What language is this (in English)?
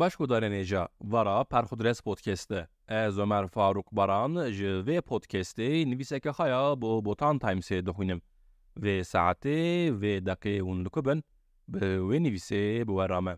Kurdish